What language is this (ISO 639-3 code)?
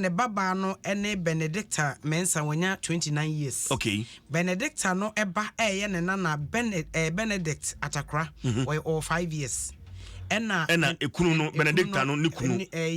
aka